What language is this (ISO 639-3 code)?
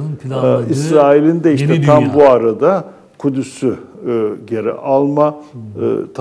tur